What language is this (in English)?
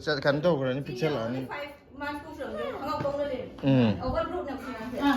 Manipuri